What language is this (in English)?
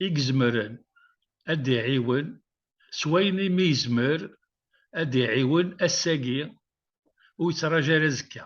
Kabyle